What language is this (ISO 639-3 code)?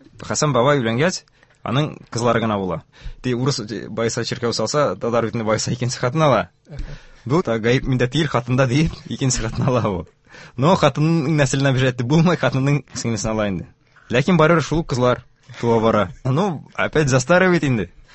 tat